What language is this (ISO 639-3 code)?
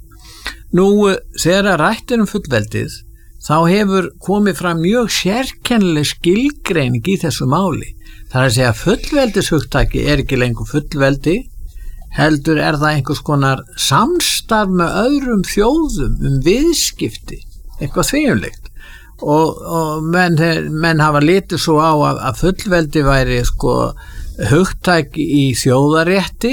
isl